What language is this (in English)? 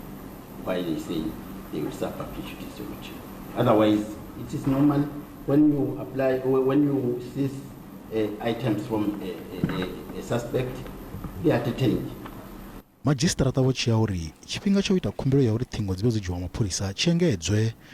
Venda